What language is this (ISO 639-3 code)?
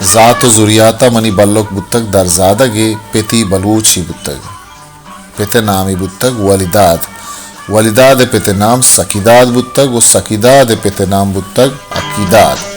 bal